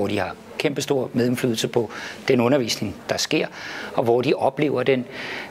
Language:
Danish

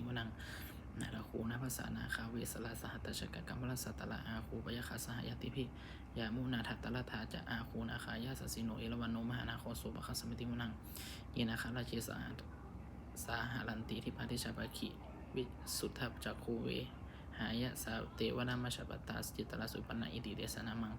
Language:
Pali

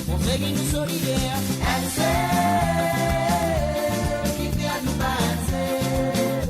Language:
Morisyen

